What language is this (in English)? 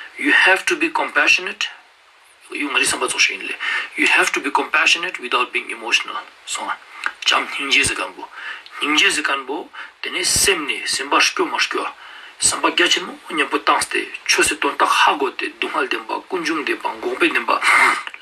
Ladakhi